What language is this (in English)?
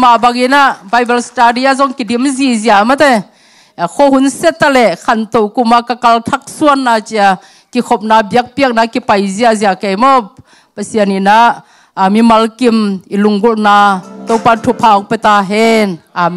Tedim Chin